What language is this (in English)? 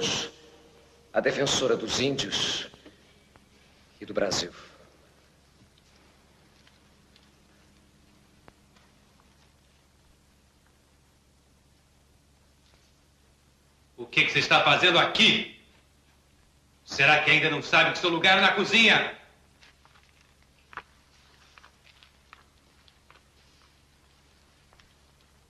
Portuguese